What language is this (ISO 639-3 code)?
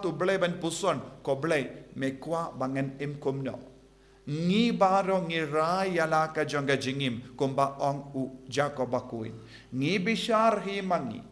kha